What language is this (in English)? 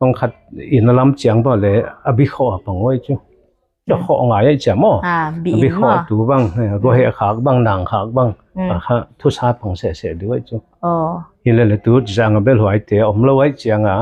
Tedim Chin